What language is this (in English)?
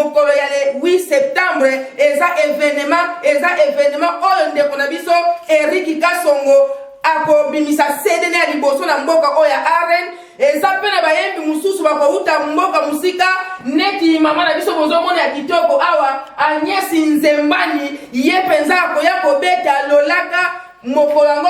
Lingala